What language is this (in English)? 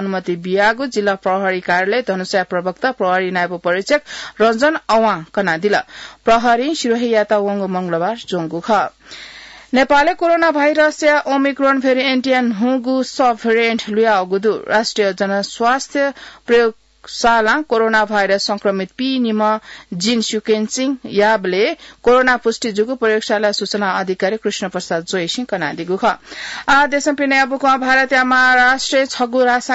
Newari